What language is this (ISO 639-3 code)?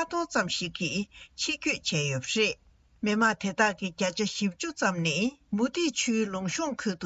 bod